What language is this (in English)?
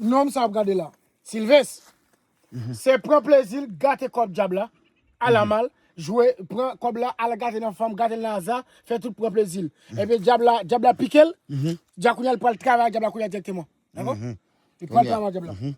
Haitian Creole